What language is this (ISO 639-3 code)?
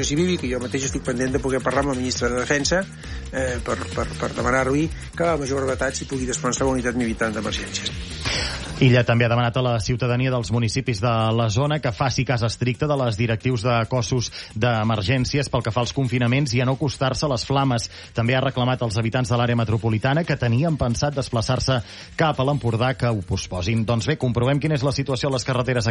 cat